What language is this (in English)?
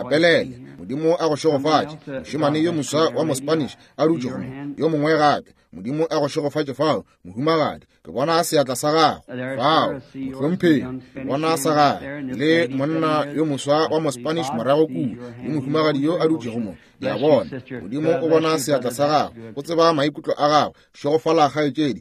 Northern Sotho